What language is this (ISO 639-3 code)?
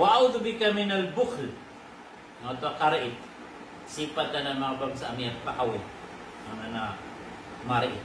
mrw